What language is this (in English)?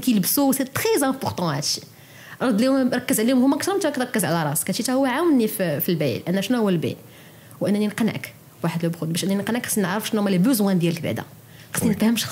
Moroccan Arabic